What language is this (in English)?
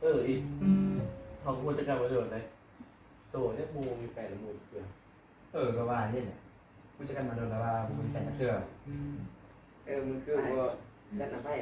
Lao